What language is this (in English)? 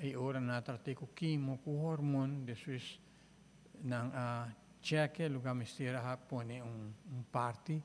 Papiamento